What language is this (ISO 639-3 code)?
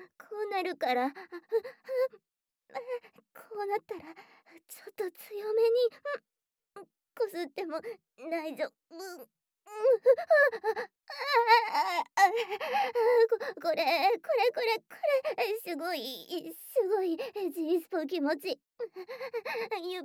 jpn